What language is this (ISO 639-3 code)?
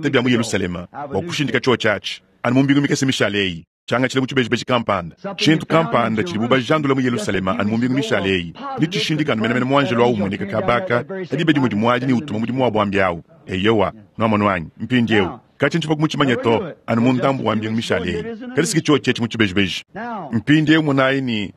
lua